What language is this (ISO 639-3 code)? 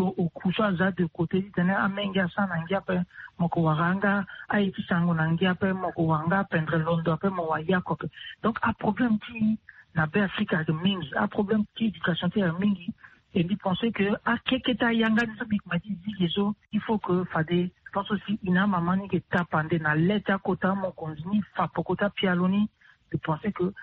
sag